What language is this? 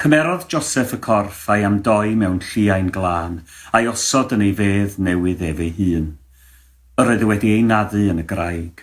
Welsh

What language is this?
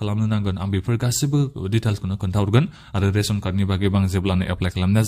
Bodo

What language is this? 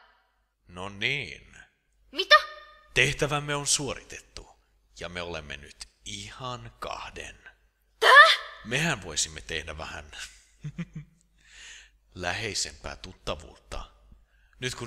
Finnish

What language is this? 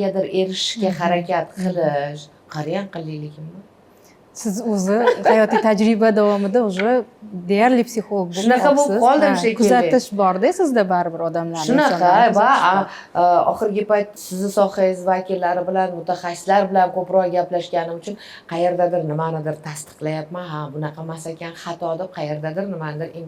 Uzbek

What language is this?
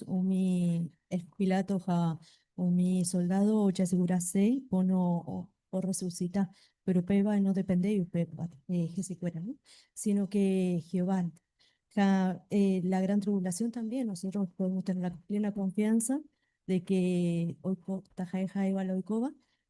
Guarani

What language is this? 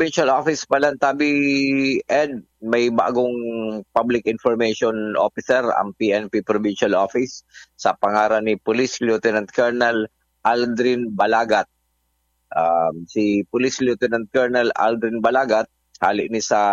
Bikol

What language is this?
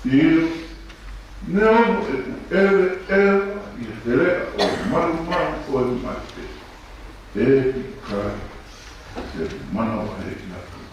Tongan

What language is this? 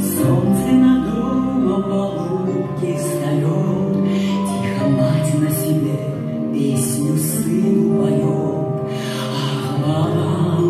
Crimean Tatar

